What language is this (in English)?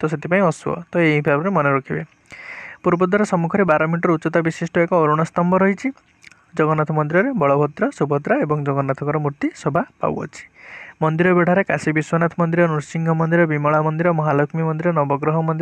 Odia